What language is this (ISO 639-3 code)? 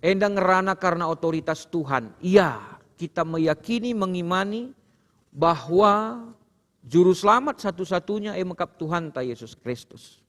btx